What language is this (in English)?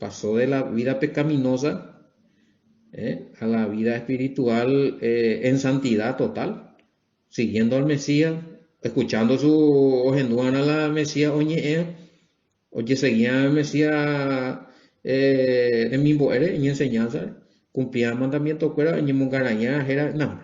Guarani